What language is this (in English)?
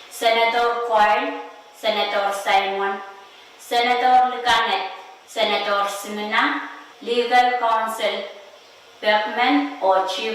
Pohnpeian